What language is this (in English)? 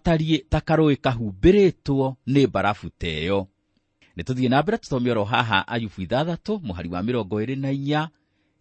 Kikuyu